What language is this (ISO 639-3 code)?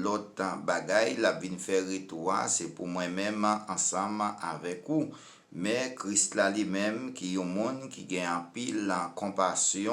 hat